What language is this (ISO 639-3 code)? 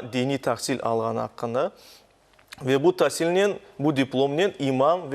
crh